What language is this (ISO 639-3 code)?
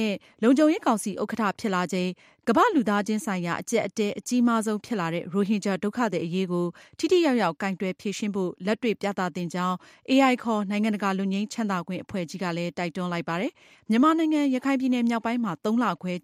mya